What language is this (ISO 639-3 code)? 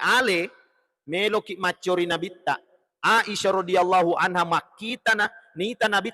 bug